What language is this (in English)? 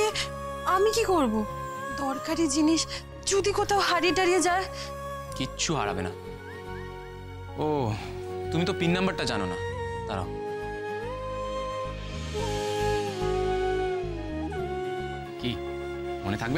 Bangla